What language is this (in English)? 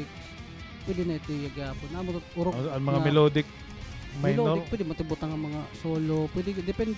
Waray